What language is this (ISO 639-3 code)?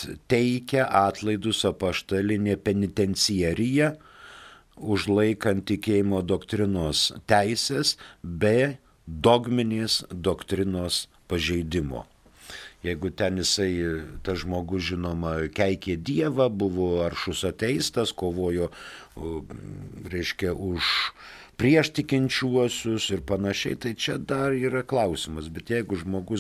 lit